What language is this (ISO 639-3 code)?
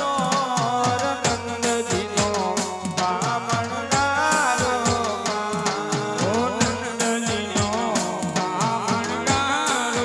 guj